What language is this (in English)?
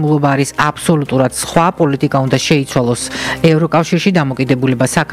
Georgian